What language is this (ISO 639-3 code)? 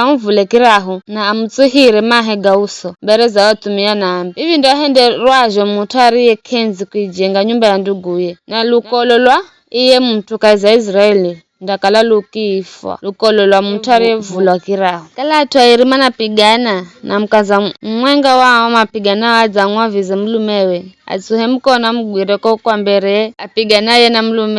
nyf